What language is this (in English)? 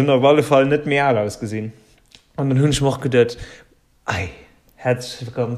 Luxembourgish